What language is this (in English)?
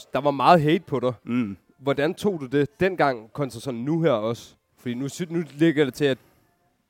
Danish